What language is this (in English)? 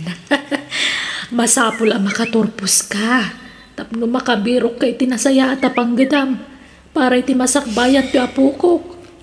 Iloko